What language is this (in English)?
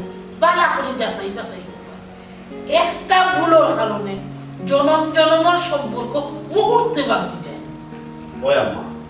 Sylheti